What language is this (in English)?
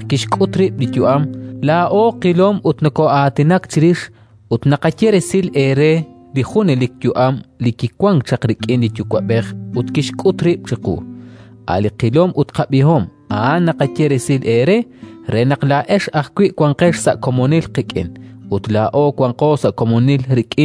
Kekchí